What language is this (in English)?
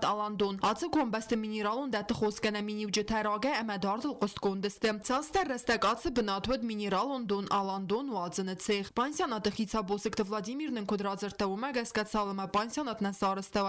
Ossetic